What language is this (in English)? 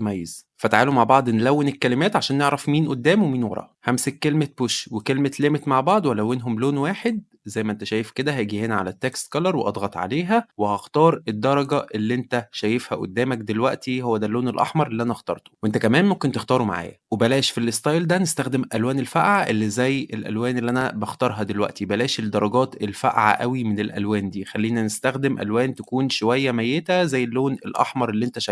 Egyptian Arabic